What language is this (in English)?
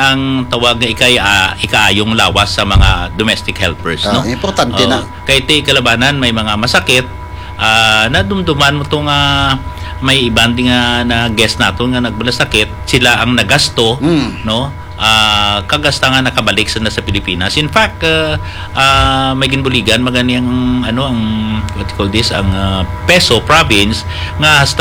Hiligaynon